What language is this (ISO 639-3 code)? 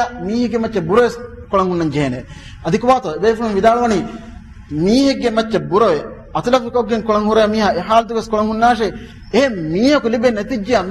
div